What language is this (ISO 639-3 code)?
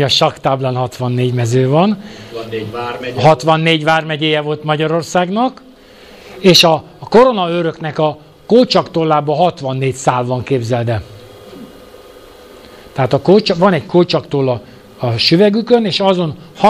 hun